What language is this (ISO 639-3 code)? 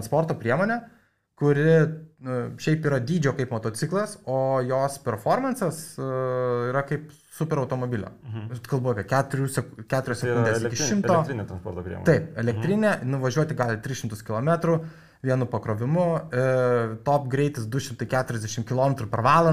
lit